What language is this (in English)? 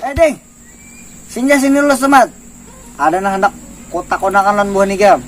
Banjar